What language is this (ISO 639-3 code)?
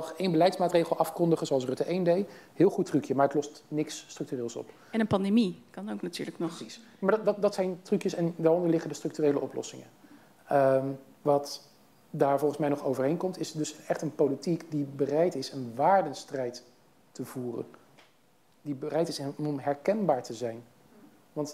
nld